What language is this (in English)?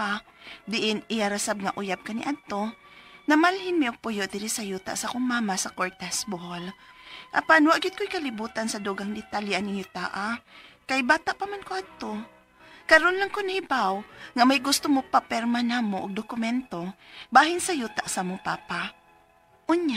Cebuano